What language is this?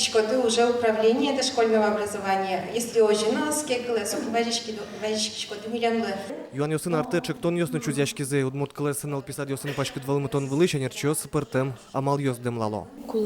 Udmurt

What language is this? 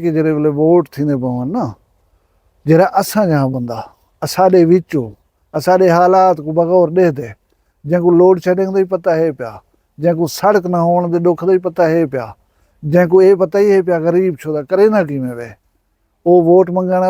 Saraiki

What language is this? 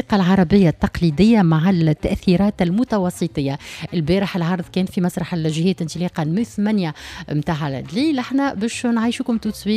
Tunisian Arabic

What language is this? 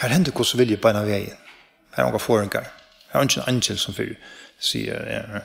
Faroese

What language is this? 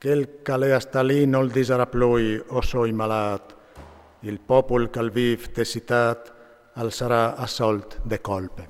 Friulian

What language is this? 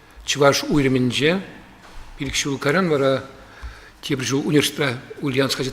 Chuvash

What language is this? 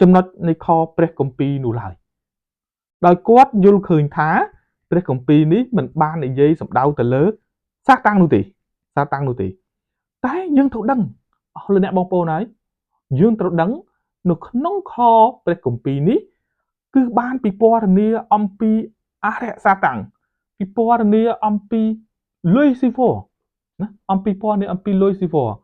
Khmer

